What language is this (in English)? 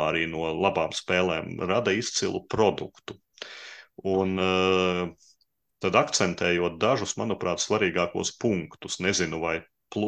Latvian